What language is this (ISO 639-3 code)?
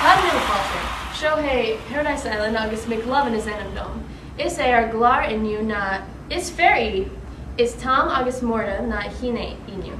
gle